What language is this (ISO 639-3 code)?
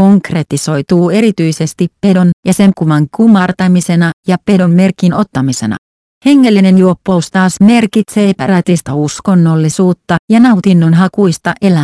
fin